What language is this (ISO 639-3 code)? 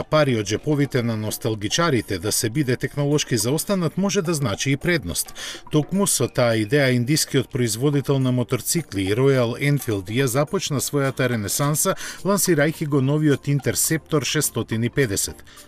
mkd